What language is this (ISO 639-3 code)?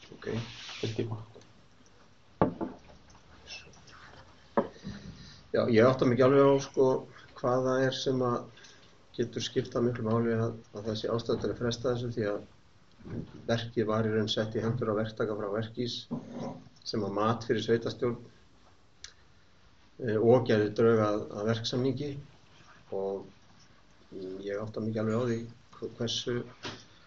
isl